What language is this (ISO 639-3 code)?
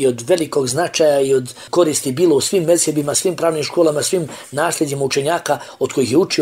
bos